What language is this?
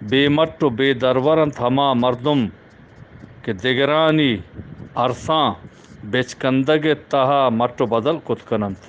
Eastern Balochi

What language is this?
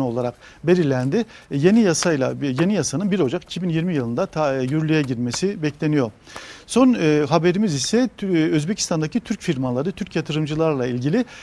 Turkish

